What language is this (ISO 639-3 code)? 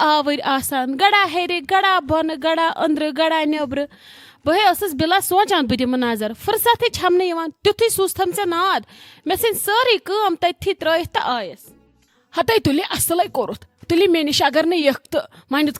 kas